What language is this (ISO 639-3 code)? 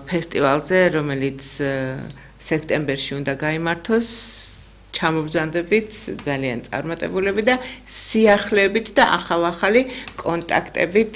kat